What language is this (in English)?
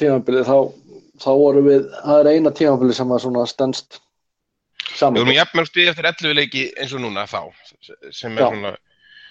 Icelandic